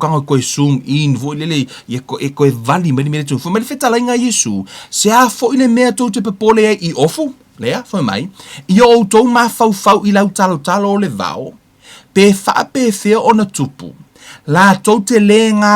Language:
Samoan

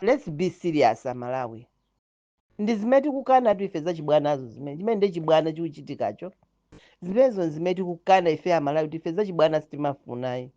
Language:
Nyanja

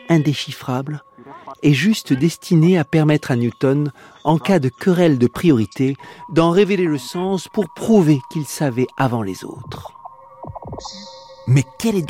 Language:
French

